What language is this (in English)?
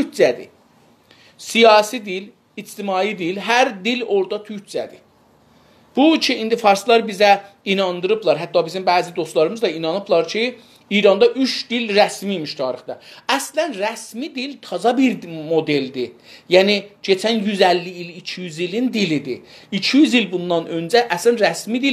South Azerbaijani